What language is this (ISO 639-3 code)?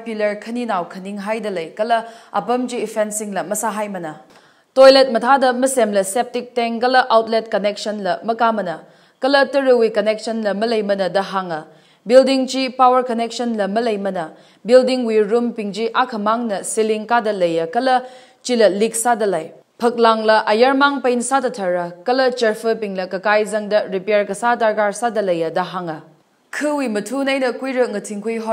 nmf